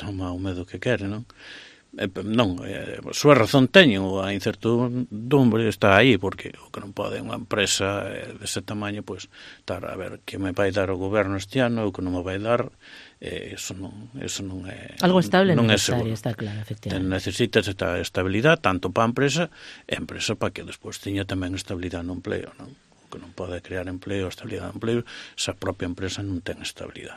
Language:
Galician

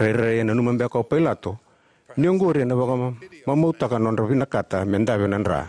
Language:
Fijian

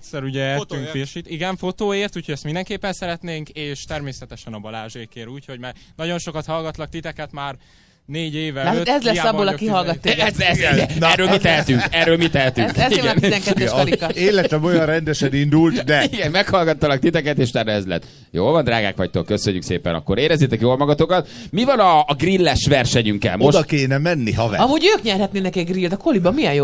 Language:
Hungarian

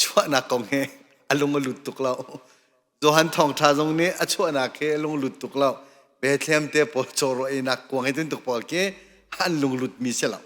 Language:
Hakha Chin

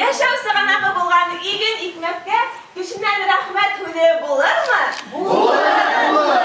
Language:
Bashkir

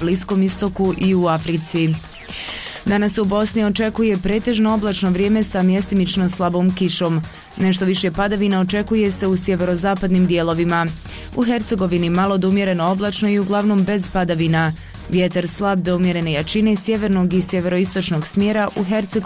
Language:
Bosnian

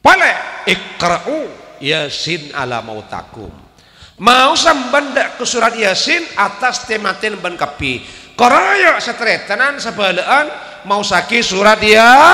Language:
Madurese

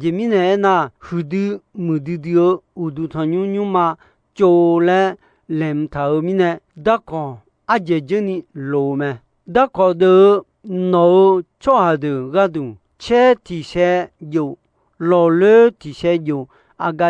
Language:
Akha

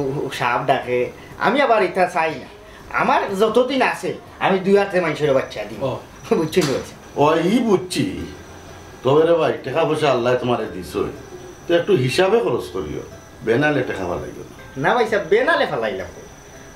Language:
Sylheti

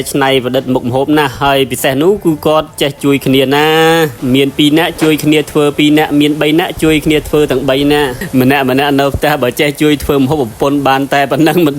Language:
Khmer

